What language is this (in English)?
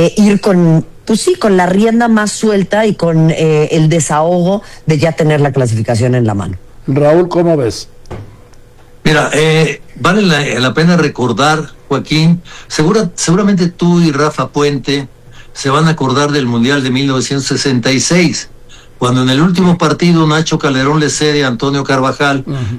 Spanish